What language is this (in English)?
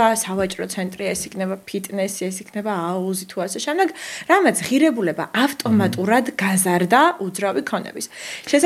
Georgian